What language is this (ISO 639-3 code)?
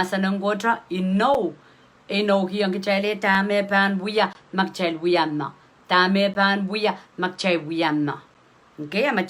pon